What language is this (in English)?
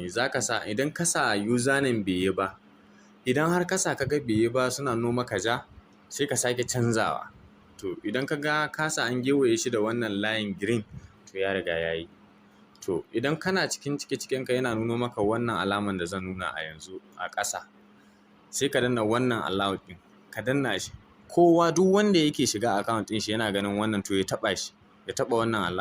Hausa